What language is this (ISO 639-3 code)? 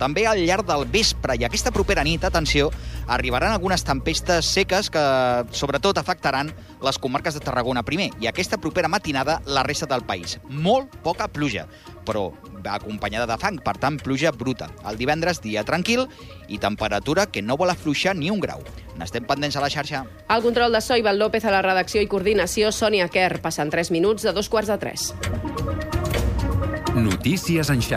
cat